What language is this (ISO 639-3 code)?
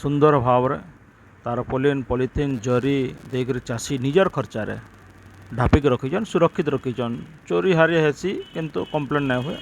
ori